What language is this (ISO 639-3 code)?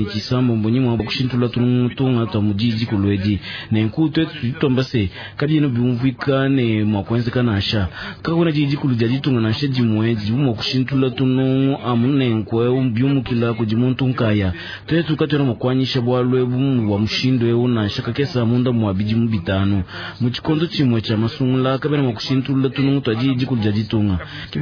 lua